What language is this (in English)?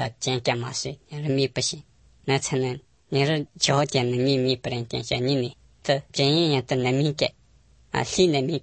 Latvian